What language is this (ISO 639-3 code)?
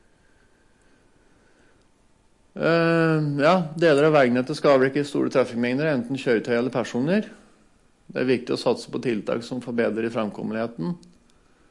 nor